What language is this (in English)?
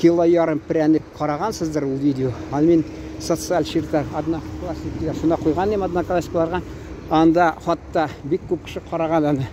Tatar